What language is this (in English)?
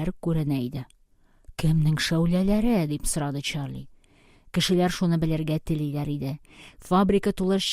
Tatar